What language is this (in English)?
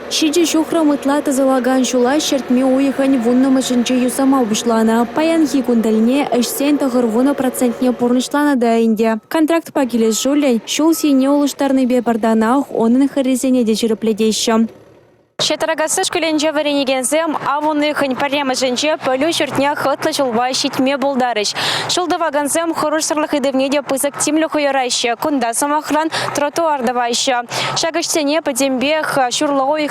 Chuvash